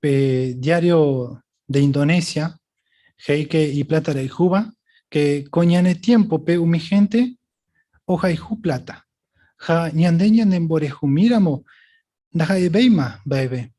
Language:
Guarani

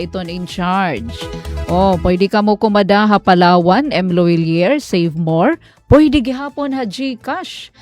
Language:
Waray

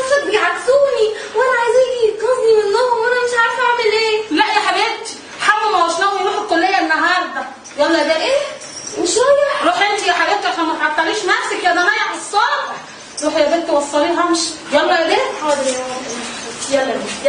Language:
Egyptian Arabic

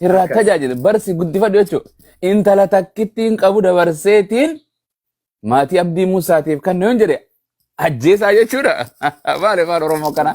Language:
Oromo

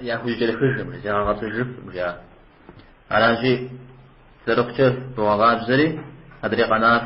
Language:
Kabardian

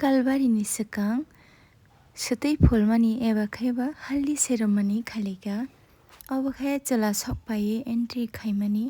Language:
Kok Borok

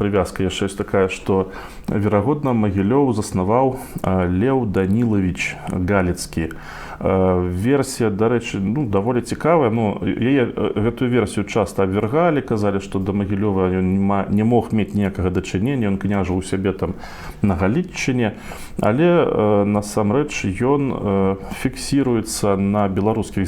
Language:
Belarusian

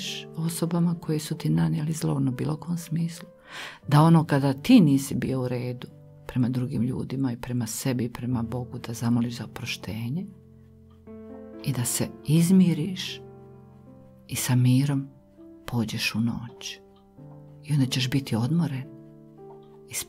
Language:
Croatian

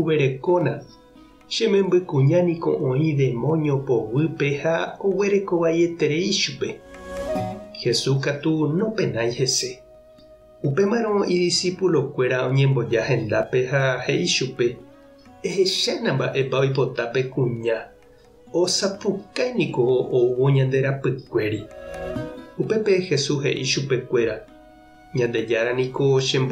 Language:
Guarani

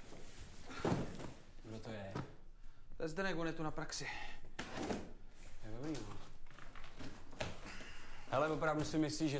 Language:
Czech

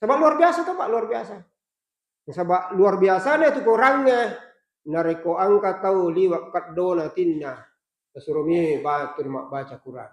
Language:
Buginese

